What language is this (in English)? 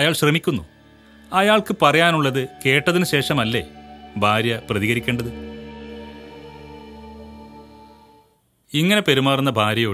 Malayalam